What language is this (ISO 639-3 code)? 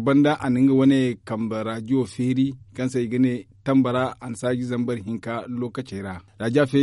dje